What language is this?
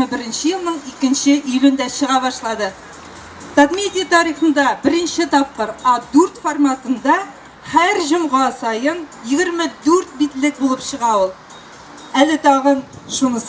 Tatar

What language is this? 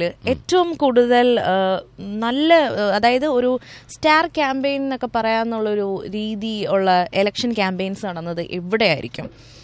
Malayalam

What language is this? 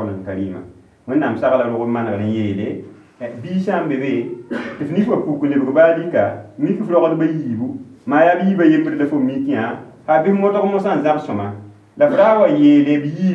Mossi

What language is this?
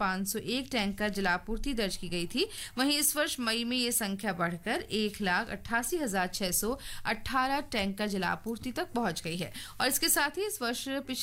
Hindi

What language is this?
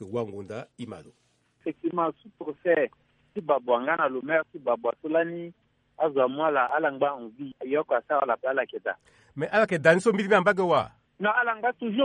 Sango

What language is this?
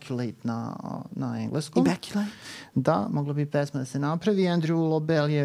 Serbian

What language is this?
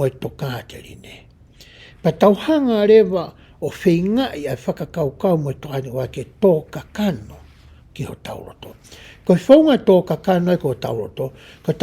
Tongan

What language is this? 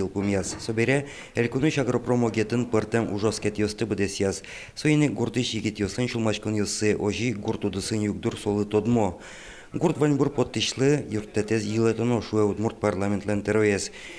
Udmurt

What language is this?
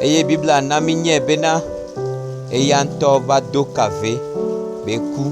Gen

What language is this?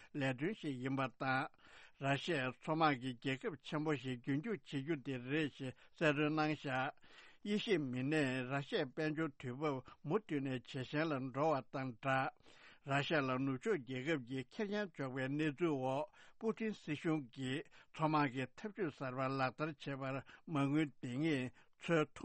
Tibetan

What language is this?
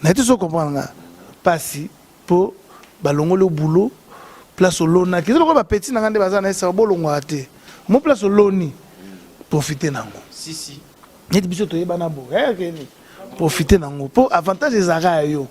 Lingala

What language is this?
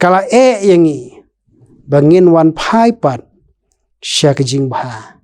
Khasi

